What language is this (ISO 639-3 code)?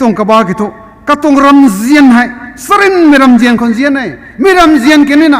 nbu